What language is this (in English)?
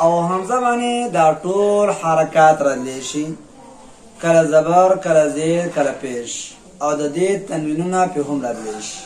Pashto